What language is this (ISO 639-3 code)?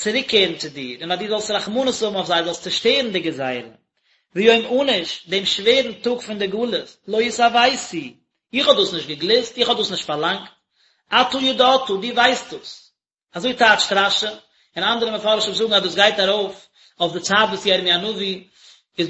yid